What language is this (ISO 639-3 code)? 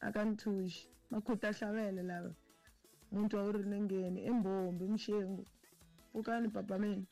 tso